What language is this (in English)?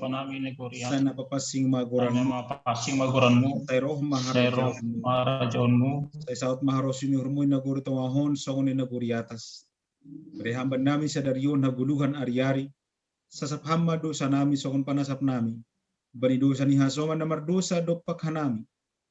Batak Simalungun